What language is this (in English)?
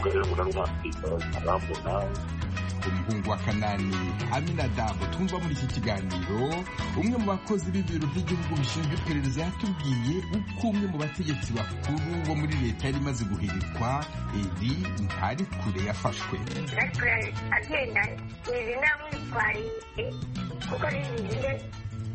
Kinyarwanda